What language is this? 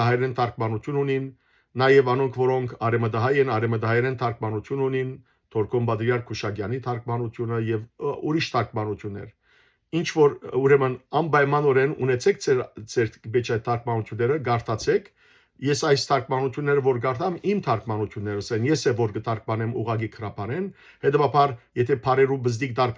Western Armenian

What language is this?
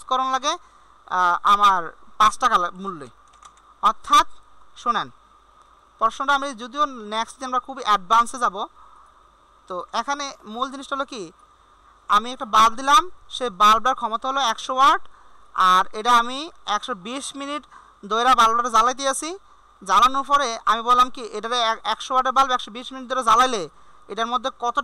Bangla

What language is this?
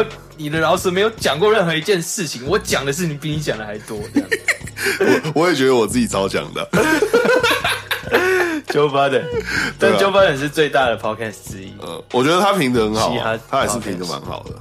Chinese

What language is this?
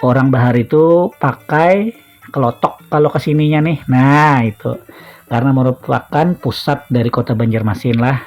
Banjar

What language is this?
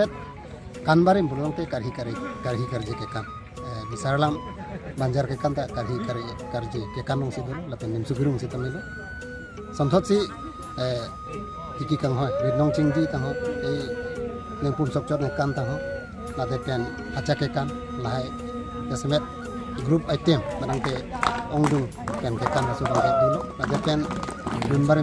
Karbi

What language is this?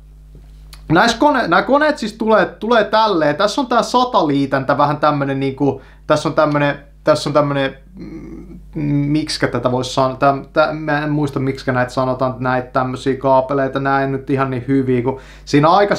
Finnish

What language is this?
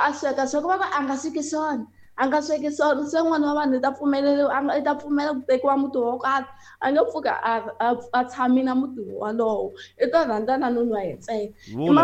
Tsonga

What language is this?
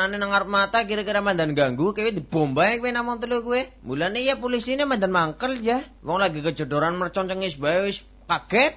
Javanese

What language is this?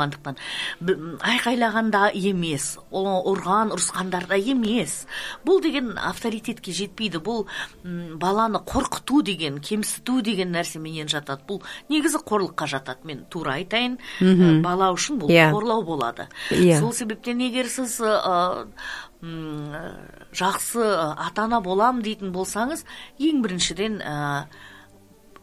Kazakh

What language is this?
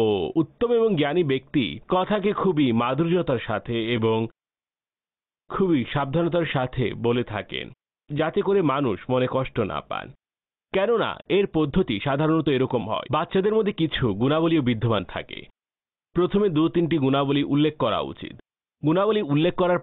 Bangla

